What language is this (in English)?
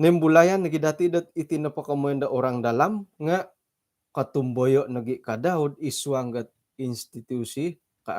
Central Dusun